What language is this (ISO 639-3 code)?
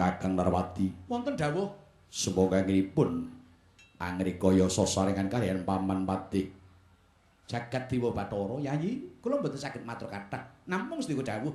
jav